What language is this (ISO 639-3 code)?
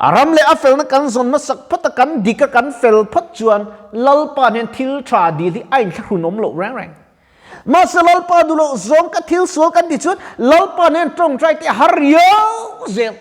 lus